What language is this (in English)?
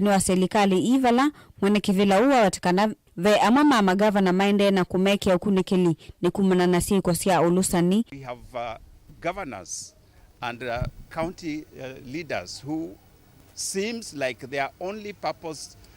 Kamba